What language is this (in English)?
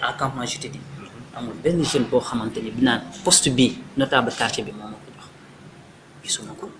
Wolof